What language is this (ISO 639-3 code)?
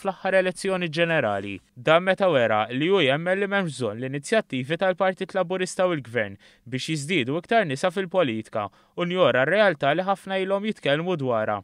mlt